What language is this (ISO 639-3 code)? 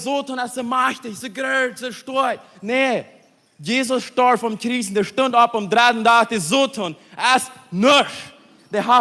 pdt